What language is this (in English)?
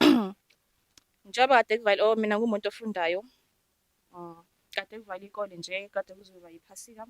Zulu